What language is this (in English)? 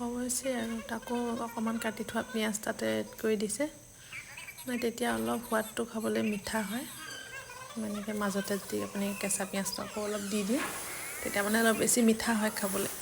Assamese